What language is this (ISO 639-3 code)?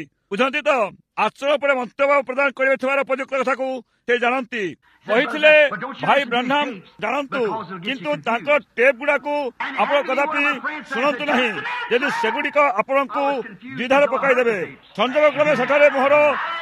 ori